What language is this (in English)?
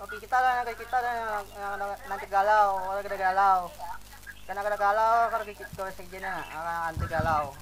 Banjar